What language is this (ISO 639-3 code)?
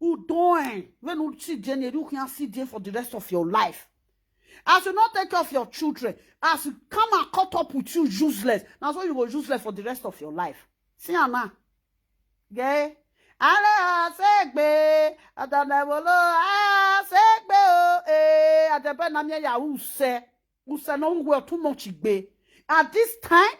pcm